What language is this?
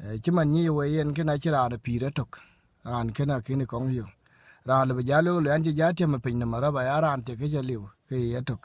Dinka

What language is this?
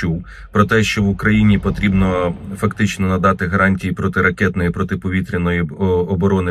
Ukrainian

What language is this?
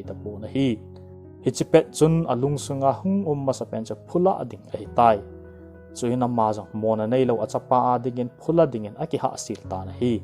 Thado Chin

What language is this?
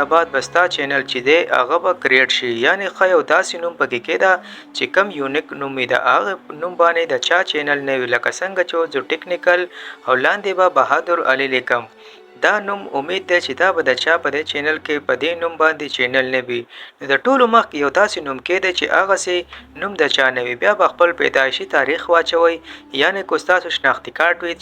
Pashto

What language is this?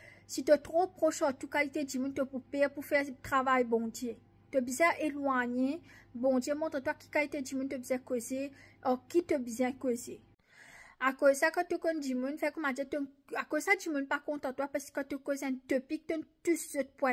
Morisyen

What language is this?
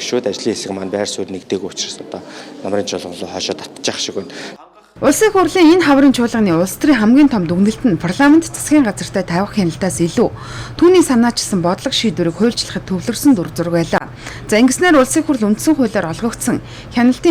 Mongolian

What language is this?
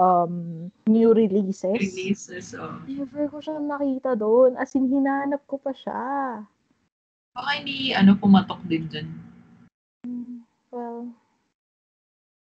Filipino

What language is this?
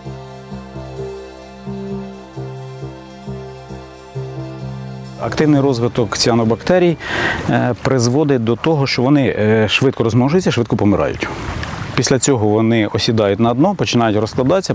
Ukrainian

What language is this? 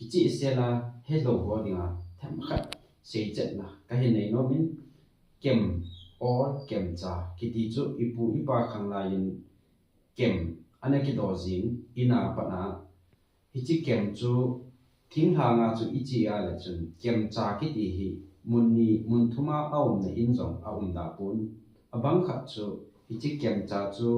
Thado Chin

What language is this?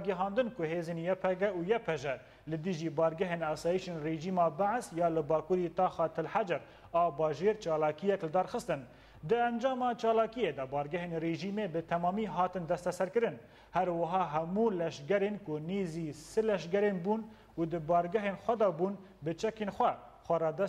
Kurdish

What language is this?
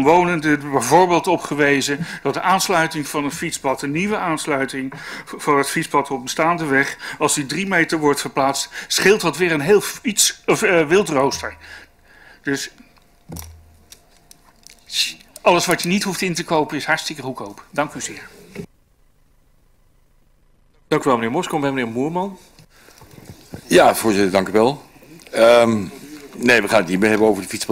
Dutch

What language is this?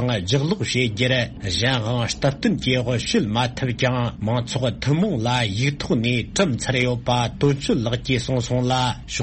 Tibetan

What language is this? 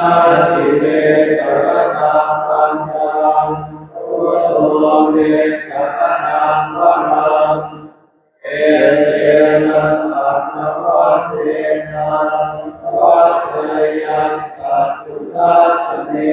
Pali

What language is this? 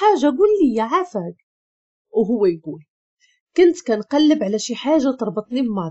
Moroccan Arabic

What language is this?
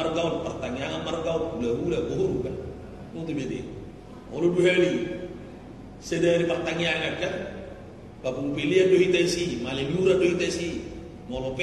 Batak Toba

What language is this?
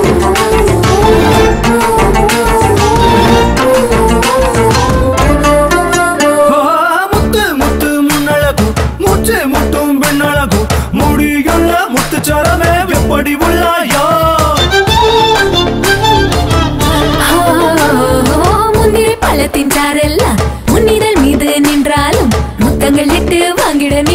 Tamil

